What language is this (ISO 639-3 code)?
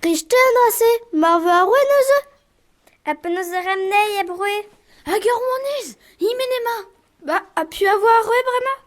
bre